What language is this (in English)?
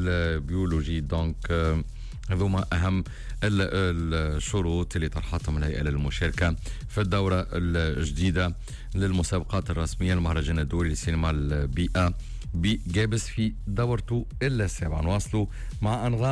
Tunisian Arabic